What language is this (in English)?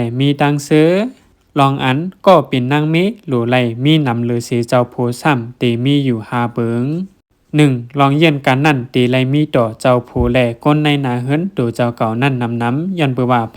Shan